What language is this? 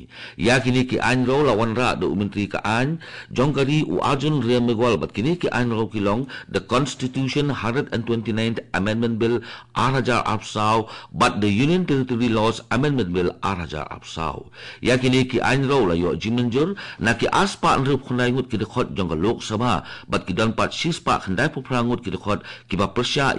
Khasi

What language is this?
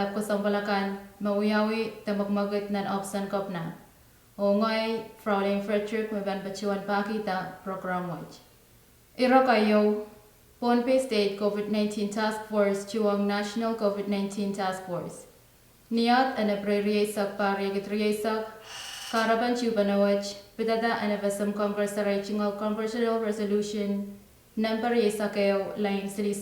Pohnpeian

